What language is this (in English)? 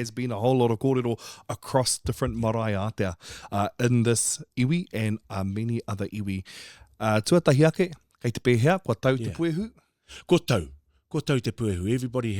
Māori